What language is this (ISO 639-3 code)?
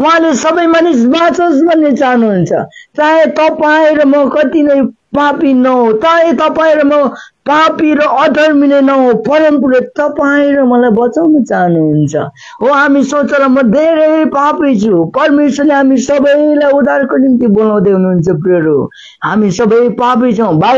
nep